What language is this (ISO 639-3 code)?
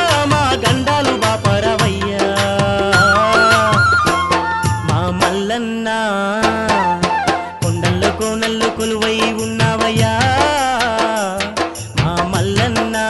tel